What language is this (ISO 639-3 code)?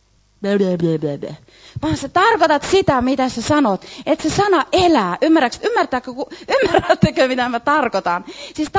fin